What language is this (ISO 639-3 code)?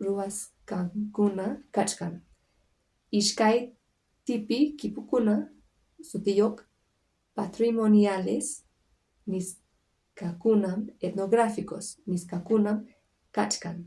que